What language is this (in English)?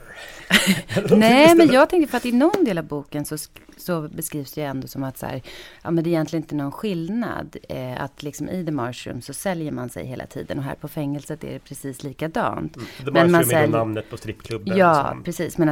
Swedish